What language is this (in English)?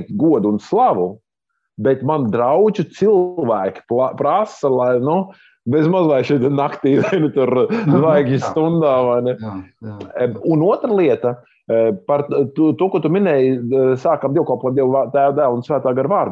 Latvian